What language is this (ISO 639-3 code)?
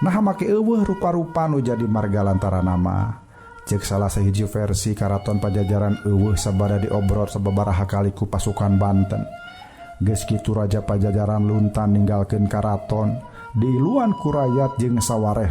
sun